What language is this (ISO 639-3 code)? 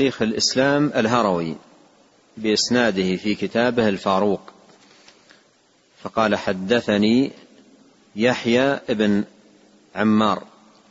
ara